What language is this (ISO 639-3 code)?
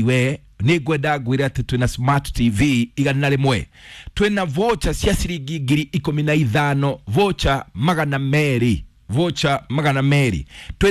kik